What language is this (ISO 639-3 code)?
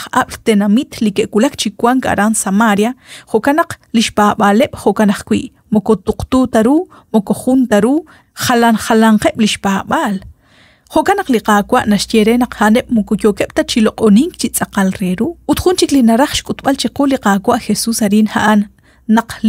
kek